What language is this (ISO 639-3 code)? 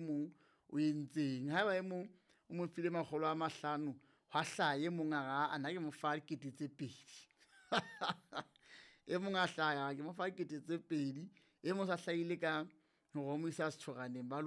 sot